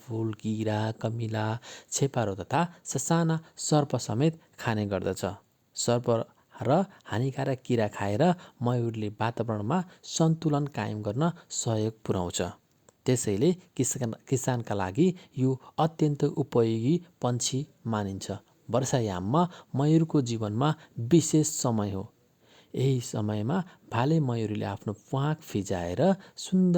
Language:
Nepali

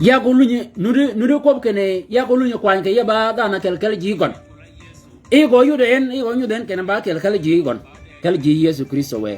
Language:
Shilluk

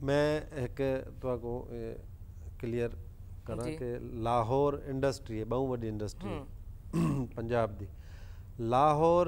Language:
Saraiki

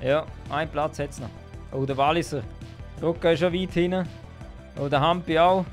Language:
Swiss German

